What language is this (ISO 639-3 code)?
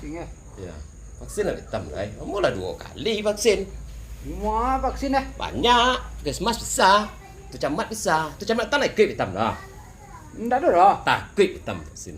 min